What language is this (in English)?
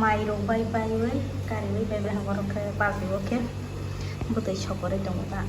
Kok Borok